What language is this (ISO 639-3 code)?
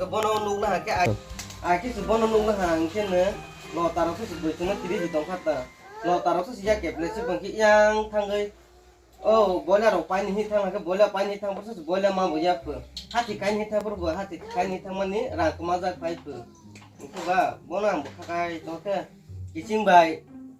trp